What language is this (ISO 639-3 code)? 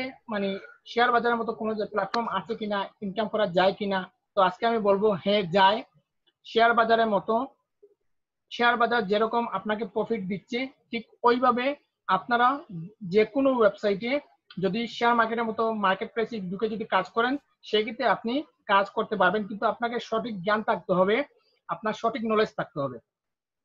ben